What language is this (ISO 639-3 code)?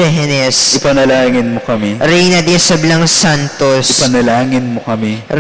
pam